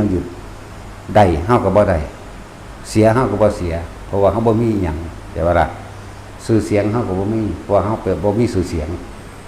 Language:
Northeastern Thai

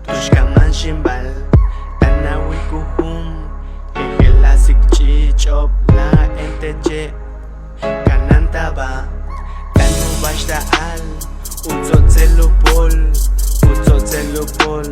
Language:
Yucateco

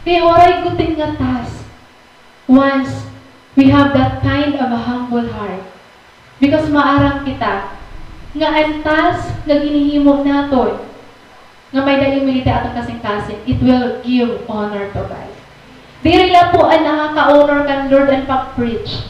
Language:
Waray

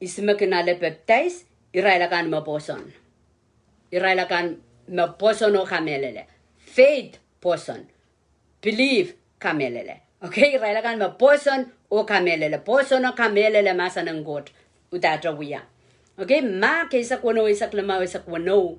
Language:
Pohnpeian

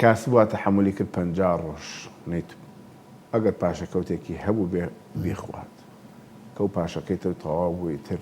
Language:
Central Kurdish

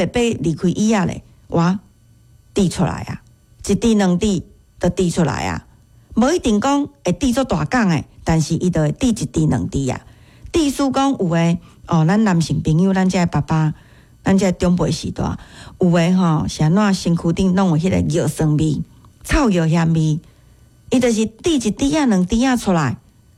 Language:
Min Nan Chinese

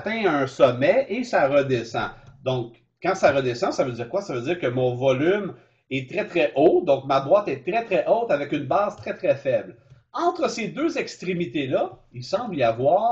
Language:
French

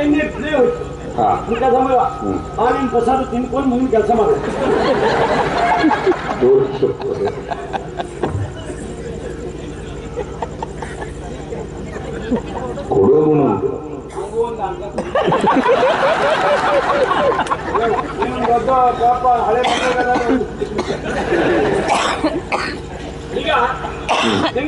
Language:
Kannada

